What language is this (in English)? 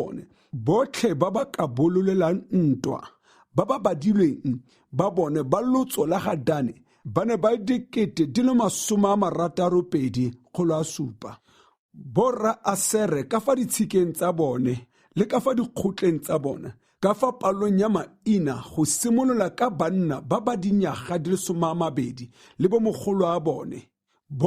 Tswana